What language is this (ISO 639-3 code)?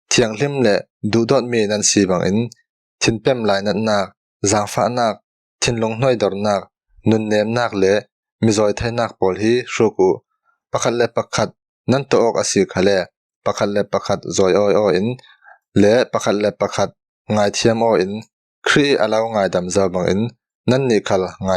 cfm